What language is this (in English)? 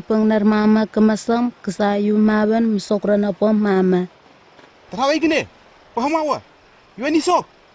Southwest Tanna